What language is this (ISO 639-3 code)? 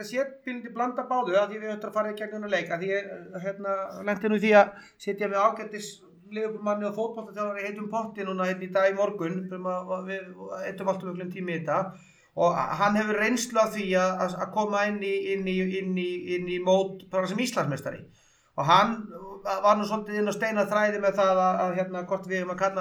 isl